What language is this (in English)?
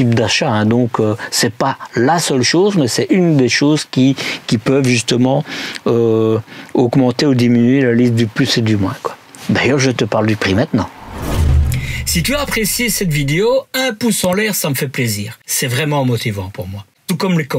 French